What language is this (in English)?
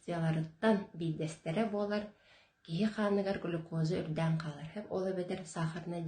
Yakut